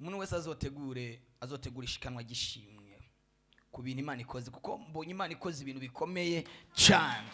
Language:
Rundi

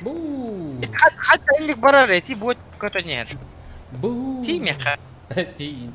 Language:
Yakut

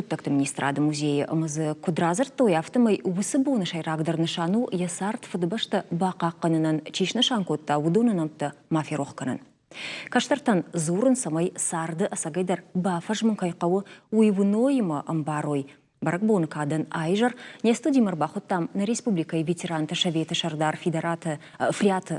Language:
Ossetic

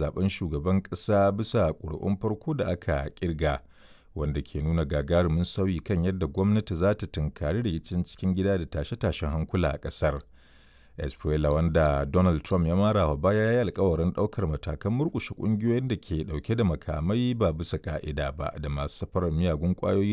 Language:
Hausa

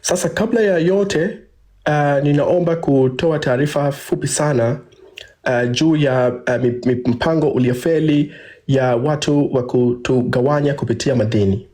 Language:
Swahili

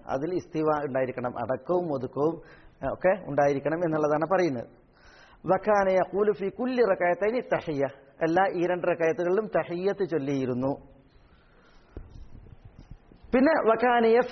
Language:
Malayalam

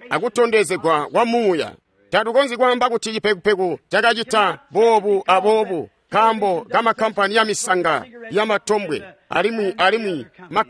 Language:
Tonga (Zambia)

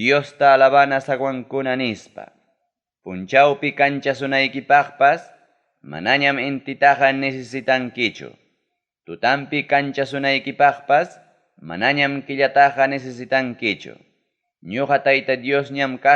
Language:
Ayacucho Quechua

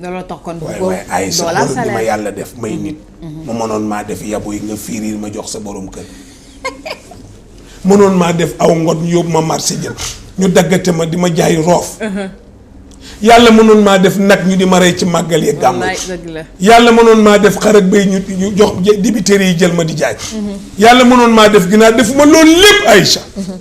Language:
Wolof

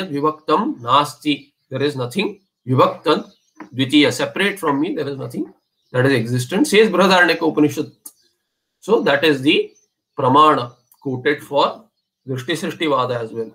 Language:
English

